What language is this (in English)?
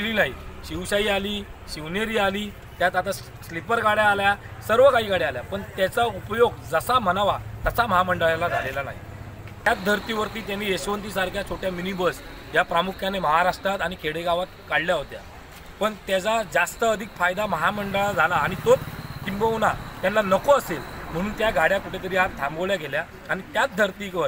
Marathi